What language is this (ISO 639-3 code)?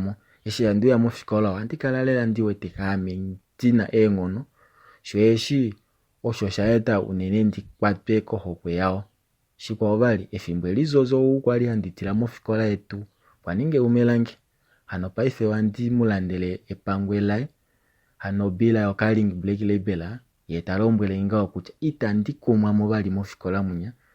kua